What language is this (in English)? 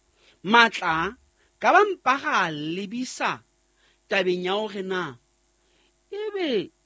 Southern Sotho